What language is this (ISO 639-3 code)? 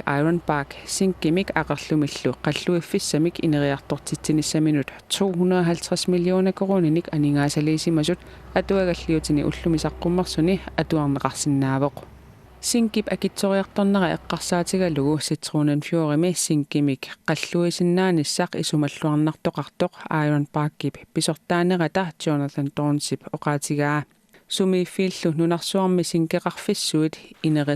kal